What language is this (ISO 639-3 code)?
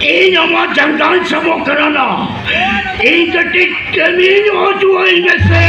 sat